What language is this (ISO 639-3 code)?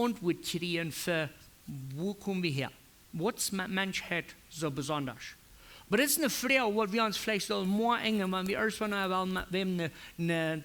pdt